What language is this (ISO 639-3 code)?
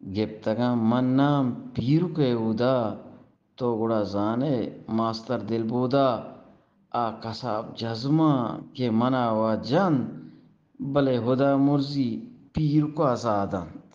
bgp